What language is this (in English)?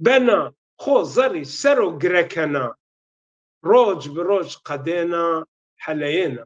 Zaza